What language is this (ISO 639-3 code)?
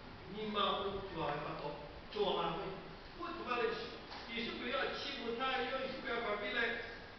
lhu